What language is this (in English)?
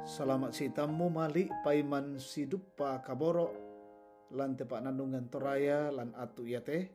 Toraja-Sa'dan